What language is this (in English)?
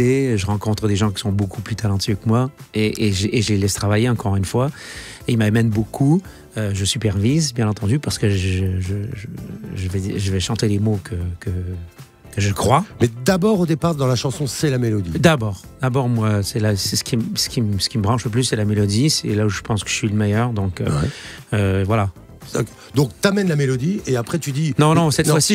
French